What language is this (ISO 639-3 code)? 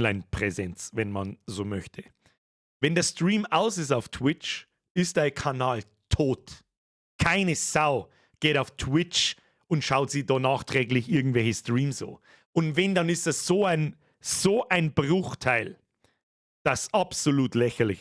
bar